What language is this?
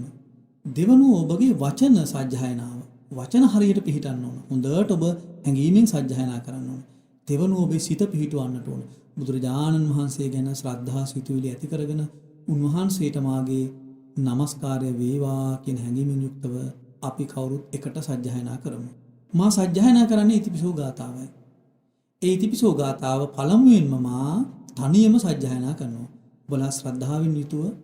Sinhala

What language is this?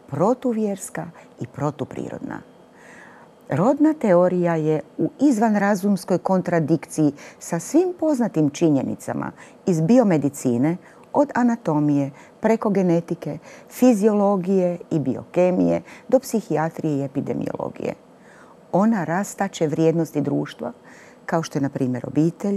Croatian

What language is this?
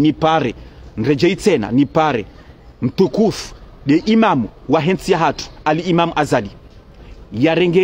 Ngazidja Comorian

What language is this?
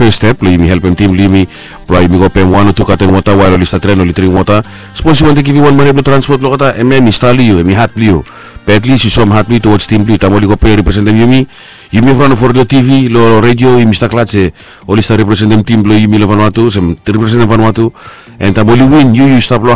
Bislama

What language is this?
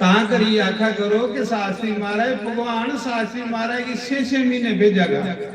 Dogri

